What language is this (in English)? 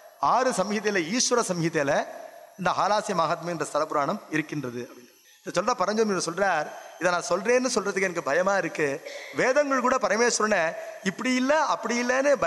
Tamil